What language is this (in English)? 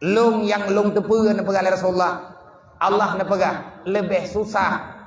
Achinese